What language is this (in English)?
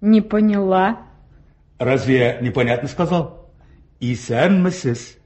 Tatar